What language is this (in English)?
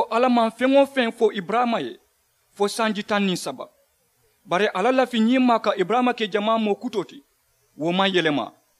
Mandingo